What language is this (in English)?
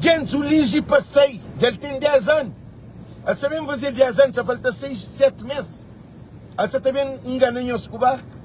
Kabuverdianu